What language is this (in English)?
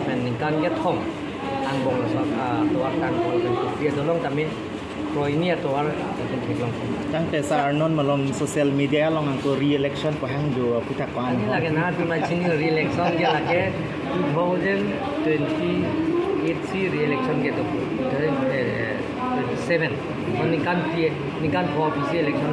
Karbi